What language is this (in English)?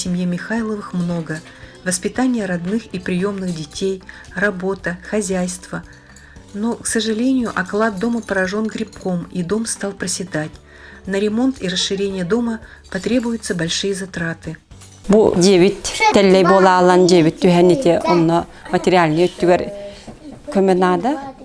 Yakut